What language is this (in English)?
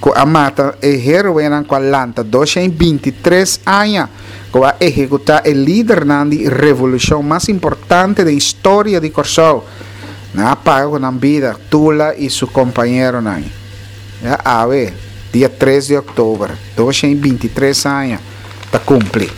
Papiamento